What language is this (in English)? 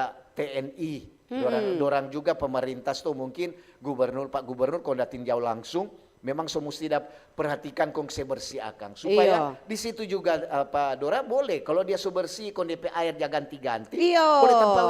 Manado Malay